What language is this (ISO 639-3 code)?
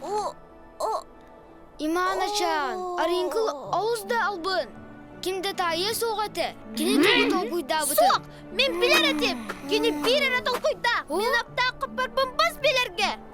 sah